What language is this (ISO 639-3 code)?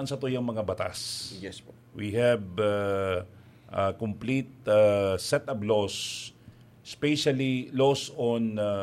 bik